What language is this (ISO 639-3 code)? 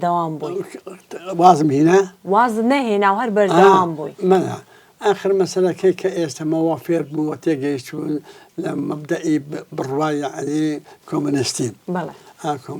ckb